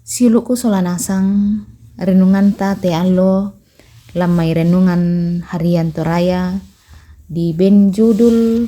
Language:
Toraja-Sa'dan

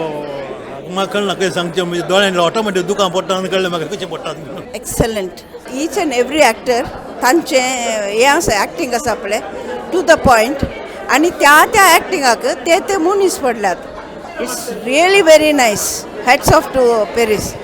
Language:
Konkani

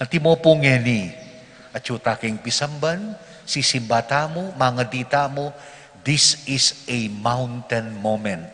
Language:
Pampanga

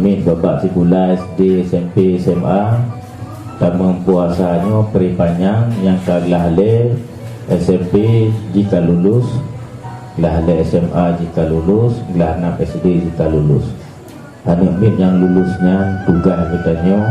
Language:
Achinese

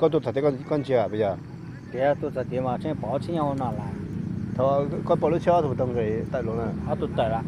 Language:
Hmong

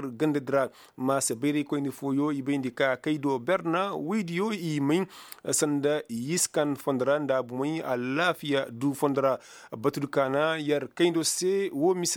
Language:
Koyraboro Senni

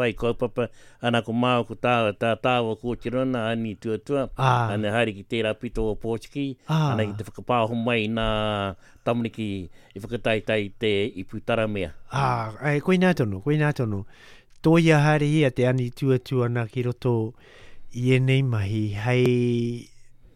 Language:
Māori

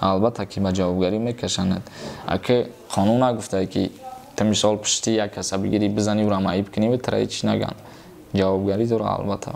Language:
Tajik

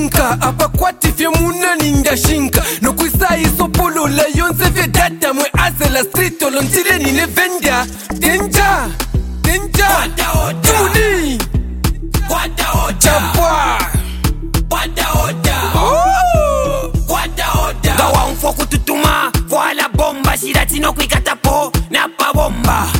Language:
Bemba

